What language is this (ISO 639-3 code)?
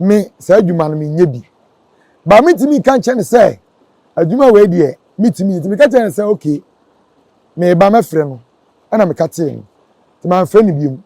aka